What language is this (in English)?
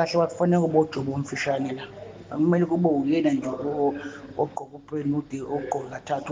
Zulu